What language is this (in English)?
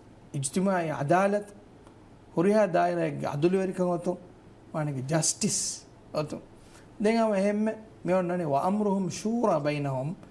Divehi